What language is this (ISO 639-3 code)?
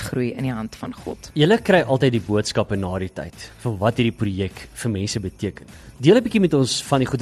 afr